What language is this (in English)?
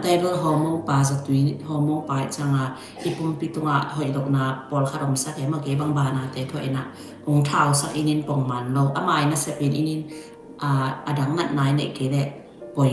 Tedim Chin